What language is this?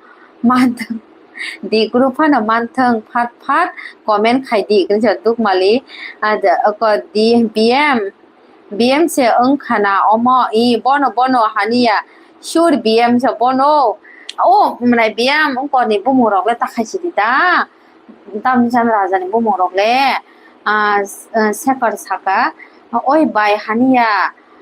Kok Borok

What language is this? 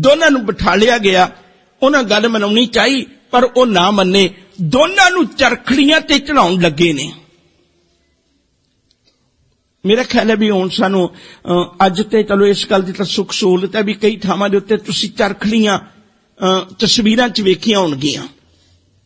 Punjabi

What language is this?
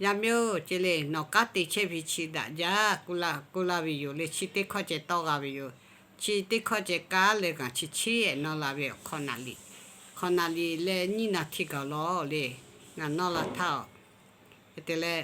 Lahu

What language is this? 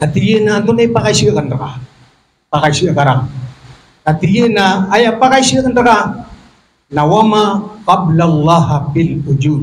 Maranao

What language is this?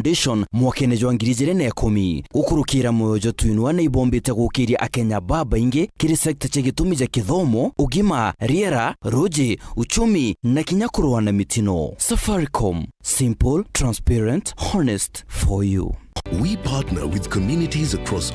Meru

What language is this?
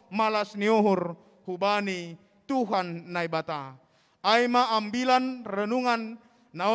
Batak Simalungun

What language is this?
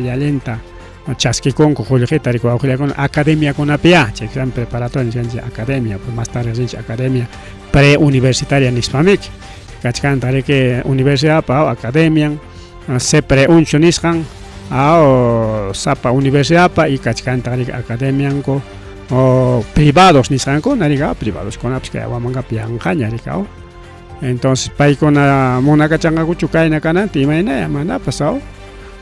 Ayacucho Quechua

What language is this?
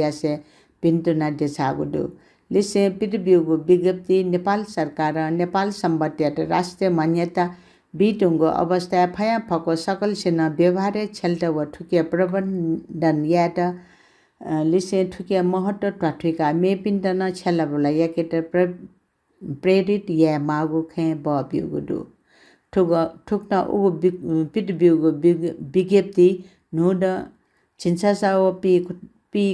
Newari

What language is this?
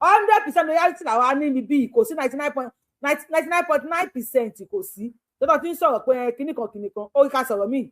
Yoruba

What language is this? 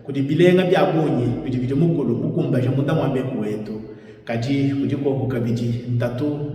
Luba-Lulua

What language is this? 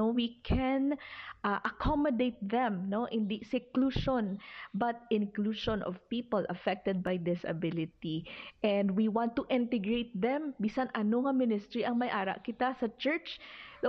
Hiligaynon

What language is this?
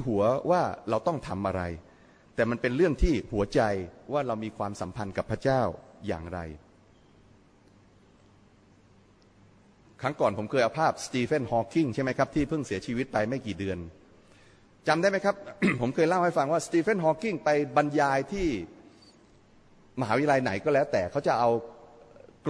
Thai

